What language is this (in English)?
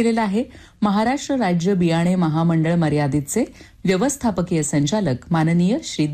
Marathi